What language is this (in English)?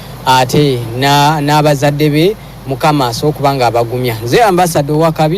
Ganda